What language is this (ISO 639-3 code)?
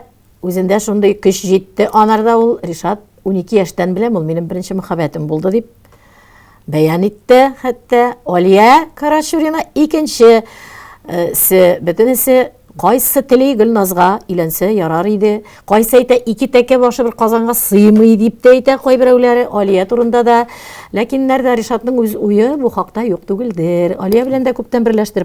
tat